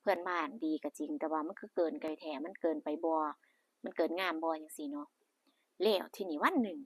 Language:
Northeastern Thai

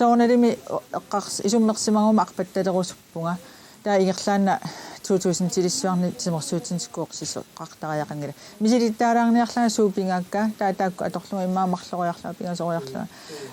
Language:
Kalaallisut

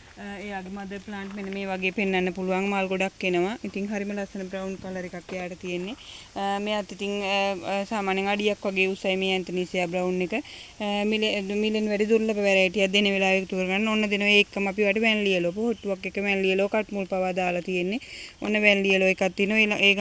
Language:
Sinhala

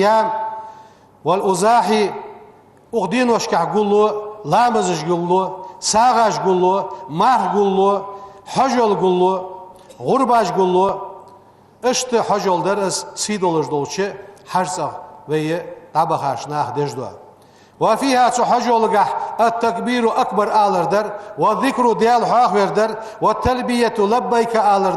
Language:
Ingush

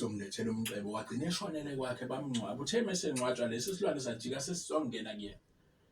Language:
Zulu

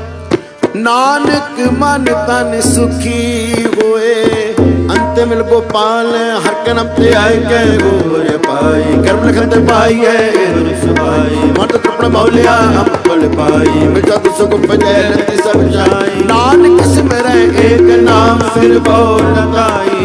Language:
Punjabi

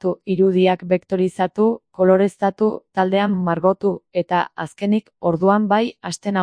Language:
Basque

